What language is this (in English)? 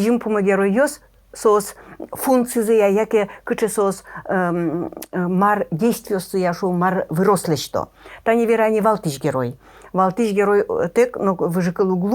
Udmurt